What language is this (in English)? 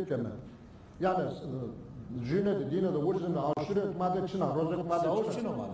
Zaza